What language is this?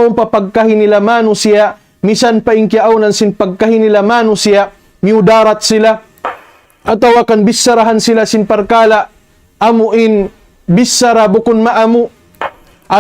Tausug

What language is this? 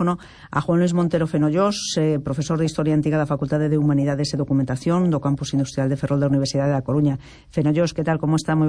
Galician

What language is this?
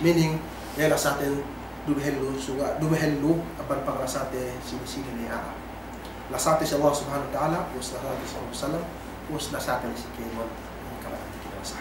Yakan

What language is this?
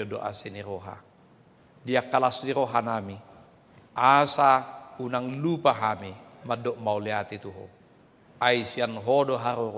Batak Toba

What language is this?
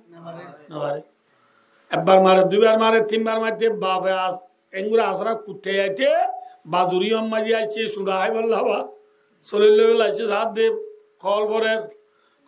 Rohingya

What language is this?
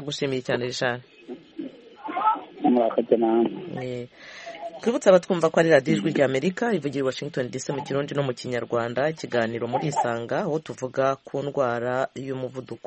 Kinyarwanda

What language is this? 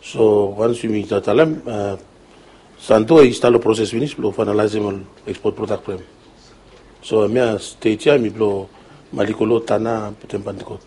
Bislama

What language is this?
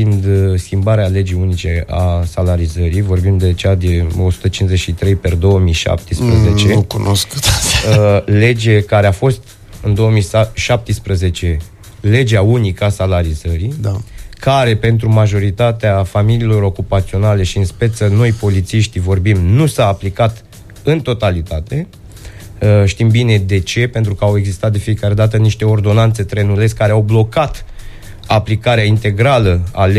Romanian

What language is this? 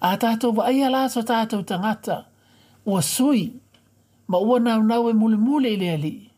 Samoan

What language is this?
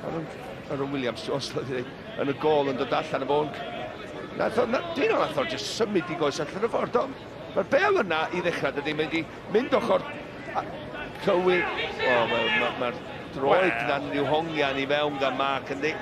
Welsh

